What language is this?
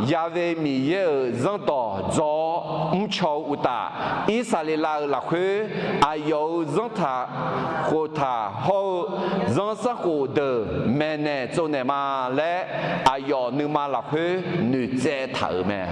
Akha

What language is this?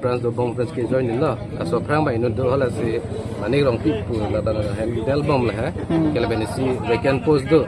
Karbi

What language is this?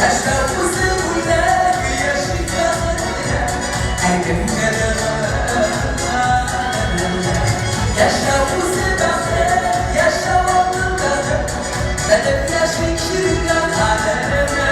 Tatar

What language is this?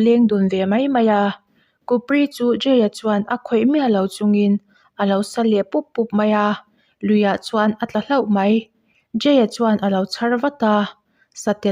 Mizo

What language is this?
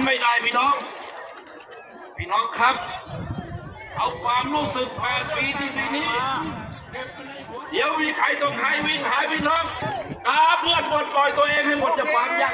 Thai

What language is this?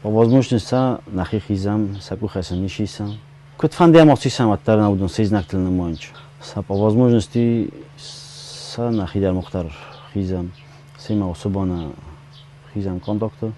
Ossetic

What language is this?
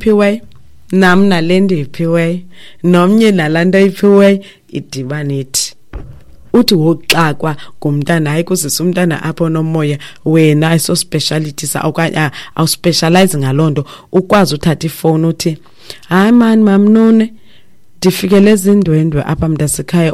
Xhosa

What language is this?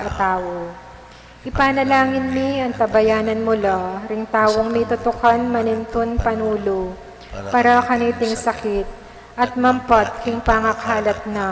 Pampanga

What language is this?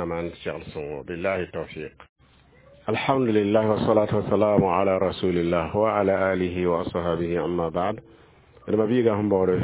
Mossi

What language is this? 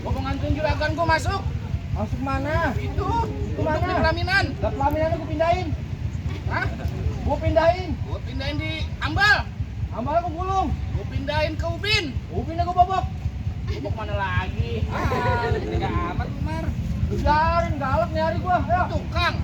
Betawi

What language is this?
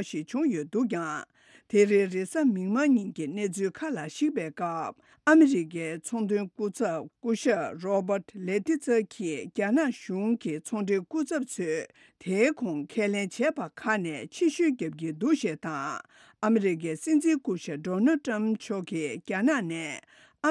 Tibetan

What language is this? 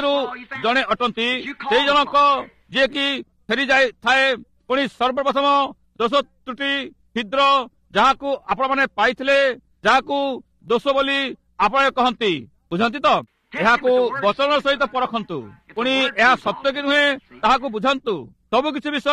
Odia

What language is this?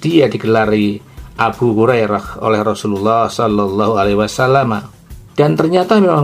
Indonesian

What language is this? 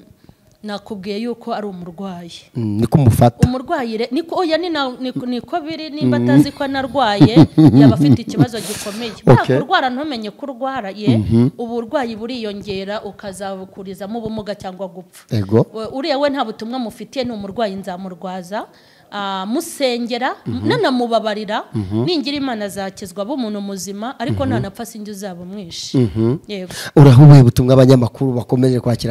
Kinyarwanda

